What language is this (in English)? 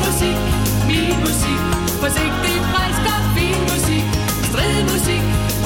Danish